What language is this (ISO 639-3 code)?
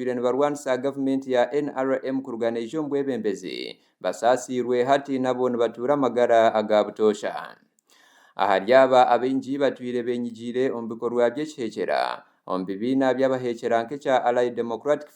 nyn